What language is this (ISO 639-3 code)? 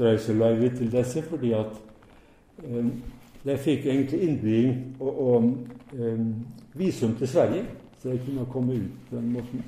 nor